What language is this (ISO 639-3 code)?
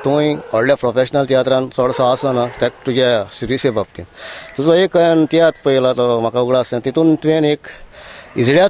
kok